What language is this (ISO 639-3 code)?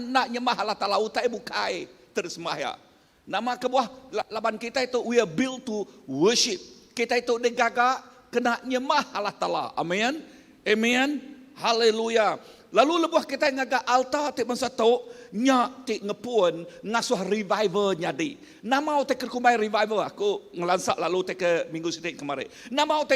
iba